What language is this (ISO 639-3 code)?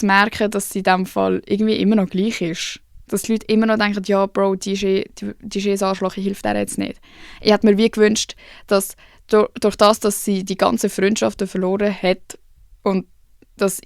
gsw